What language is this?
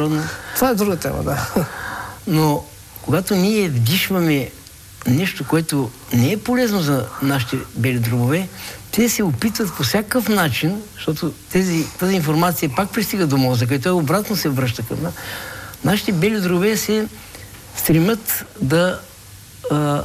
Bulgarian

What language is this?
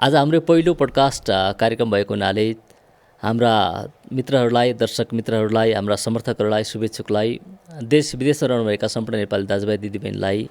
Nepali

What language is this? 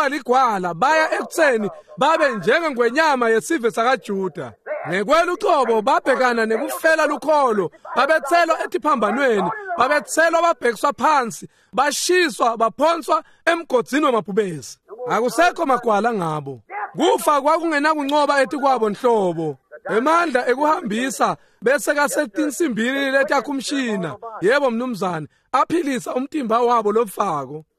Swati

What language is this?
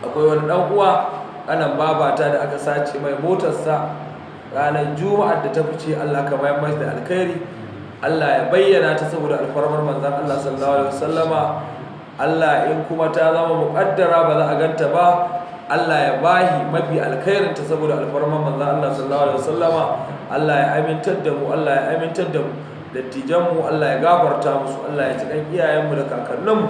Hausa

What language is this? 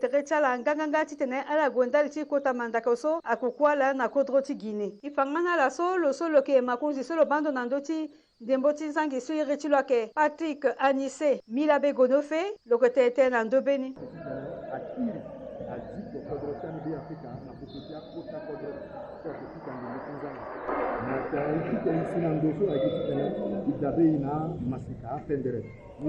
Sango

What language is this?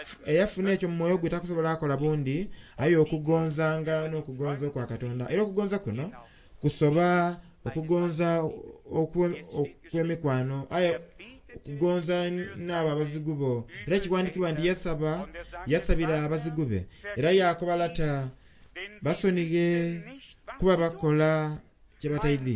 Soga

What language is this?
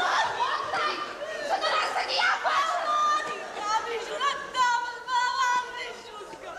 Ossetic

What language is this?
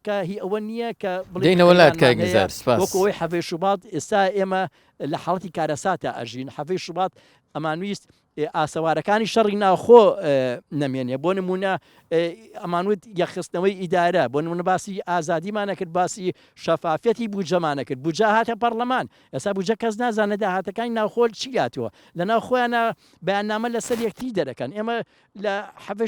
Central Kurdish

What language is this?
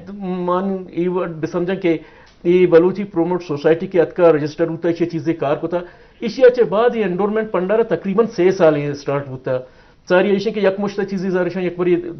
Eastern Balochi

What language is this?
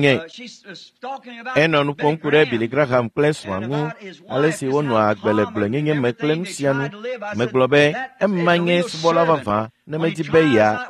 Ewe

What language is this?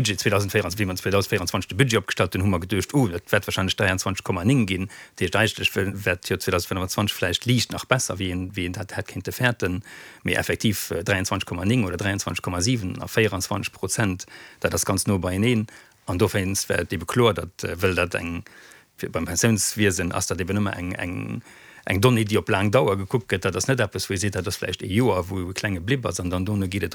Luxembourgish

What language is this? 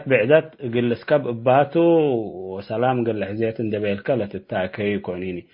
Tigre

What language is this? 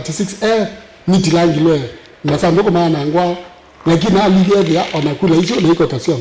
Kamba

